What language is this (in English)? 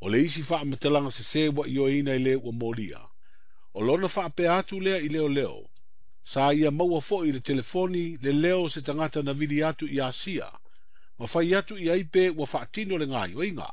Samoan